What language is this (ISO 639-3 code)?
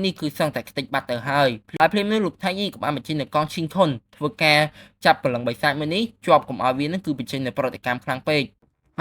khm